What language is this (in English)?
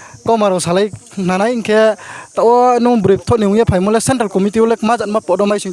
Riang (India)